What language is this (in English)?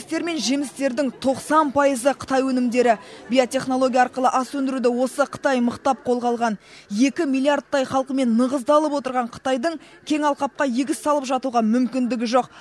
Kazakh